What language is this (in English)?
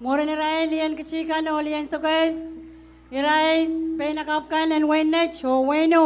Pohnpeian